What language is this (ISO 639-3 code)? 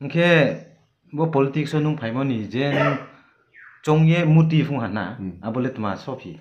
ria